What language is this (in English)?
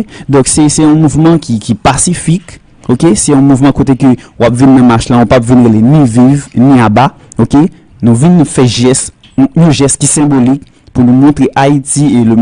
Haitian Creole